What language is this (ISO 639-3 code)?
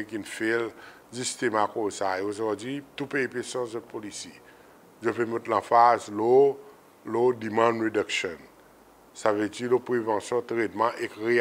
crs